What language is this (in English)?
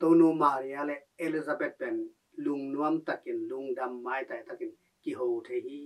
Tedim Chin